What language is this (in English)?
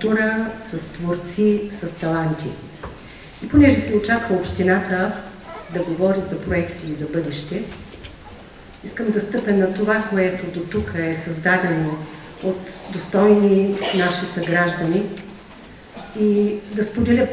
Bulgarian